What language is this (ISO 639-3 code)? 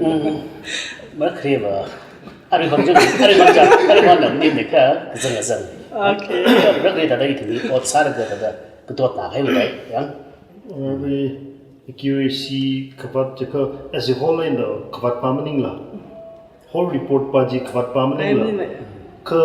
nmf